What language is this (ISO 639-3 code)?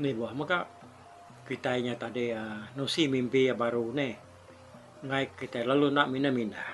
iba